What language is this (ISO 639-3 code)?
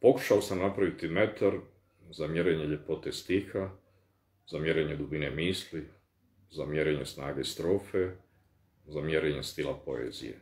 bos